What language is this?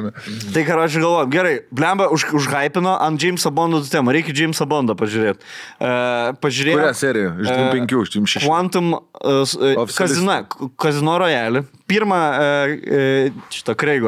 Lithuanian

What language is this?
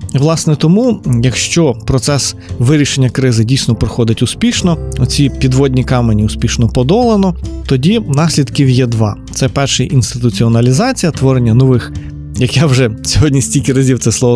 Ukrainian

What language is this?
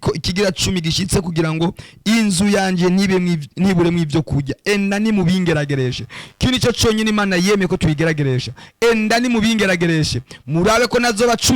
Rundi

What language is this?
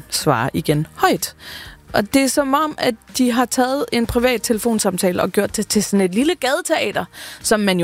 Danish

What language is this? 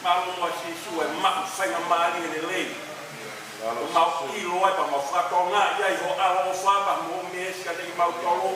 Tongan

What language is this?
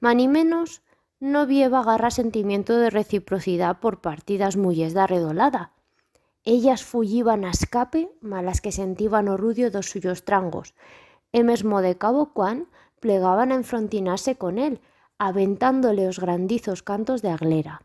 Aragonese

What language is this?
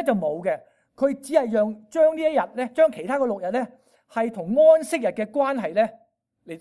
Cantonese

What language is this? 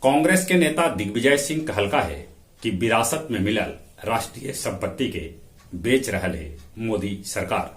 Magahi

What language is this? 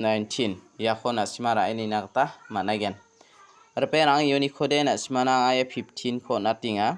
Garo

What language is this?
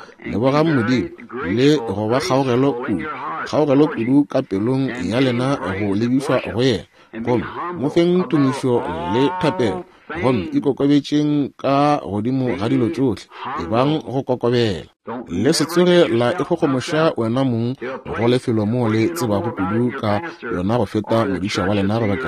Northern Sotho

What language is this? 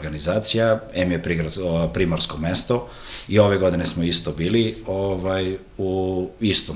Serbian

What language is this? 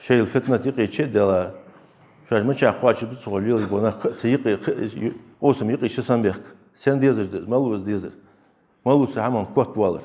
Ingush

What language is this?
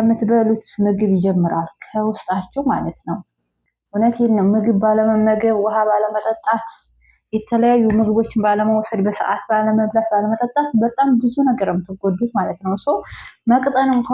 Amharic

